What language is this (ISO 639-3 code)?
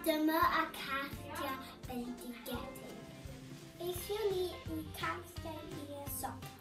cym